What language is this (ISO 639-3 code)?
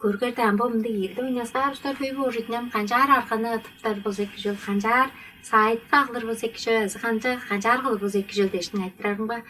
tyv